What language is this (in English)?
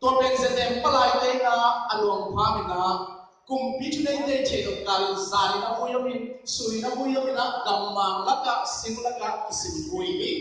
Tedim Chin